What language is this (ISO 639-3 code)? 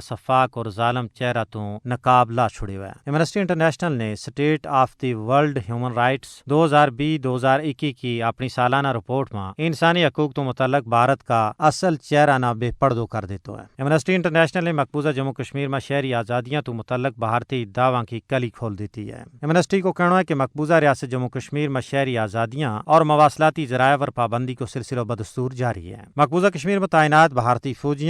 gju